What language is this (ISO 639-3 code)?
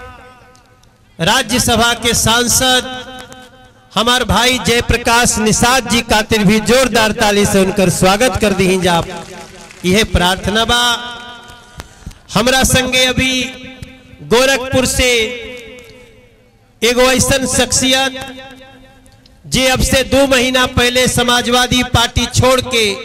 bho